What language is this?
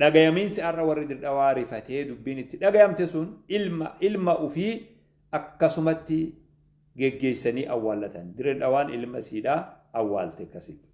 Oromo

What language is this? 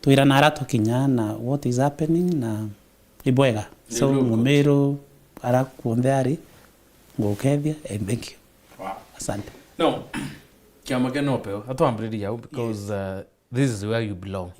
Meru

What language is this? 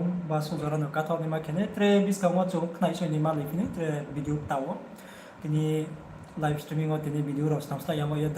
Riang (India)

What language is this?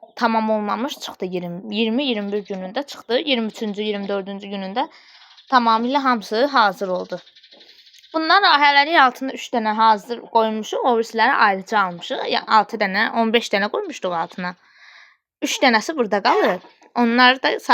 Azerbaijani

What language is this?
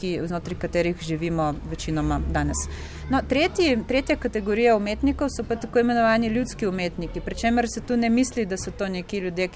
Slovenian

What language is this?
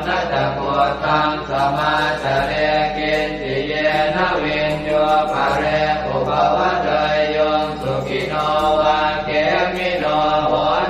Pali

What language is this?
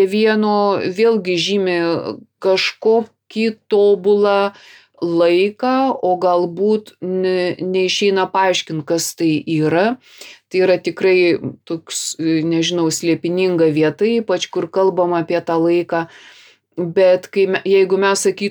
Lithuanian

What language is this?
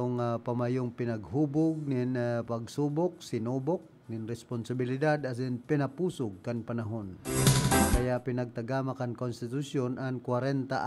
Bikol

